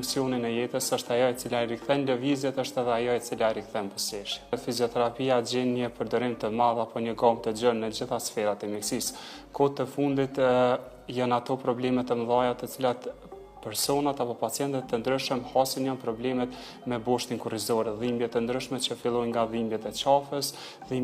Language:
Albanian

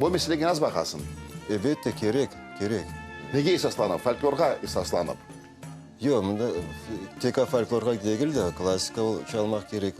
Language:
Crimean Tatar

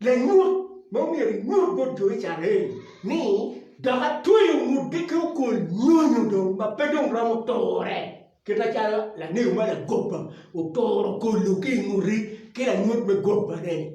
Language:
Acoli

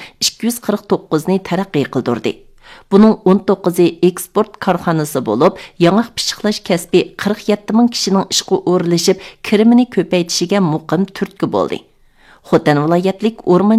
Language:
Uyghur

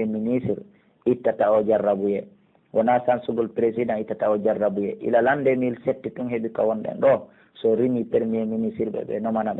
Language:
Pular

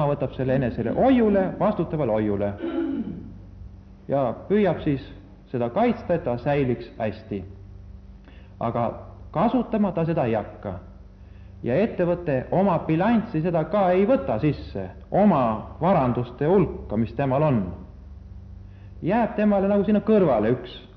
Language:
Estonian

